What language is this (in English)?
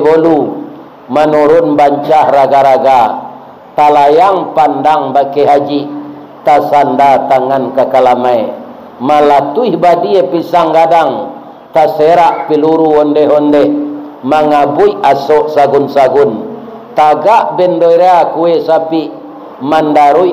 Minangkabau